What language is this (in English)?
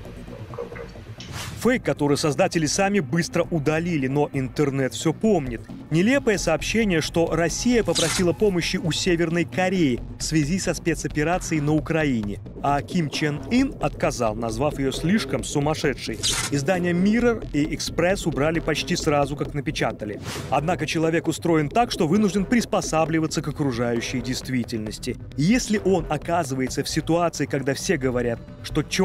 Russian